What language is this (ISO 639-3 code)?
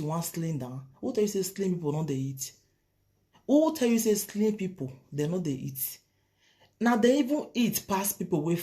pcm